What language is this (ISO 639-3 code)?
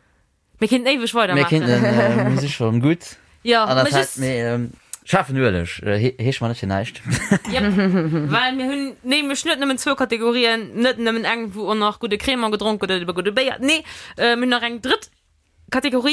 ltz